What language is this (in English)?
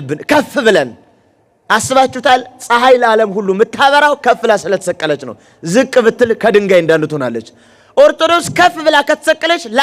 Amharic